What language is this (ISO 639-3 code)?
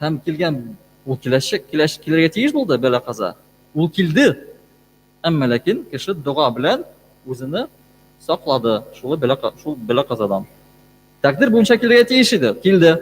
tat